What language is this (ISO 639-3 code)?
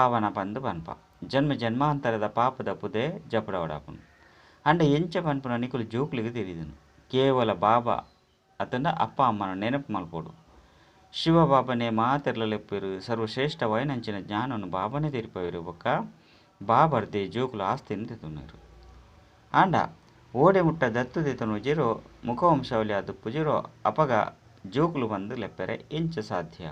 tcy